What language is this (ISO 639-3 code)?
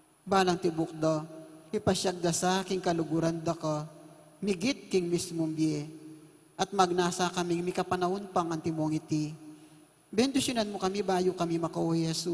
pam